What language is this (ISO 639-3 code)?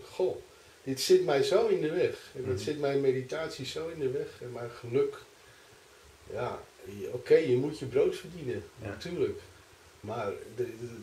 nld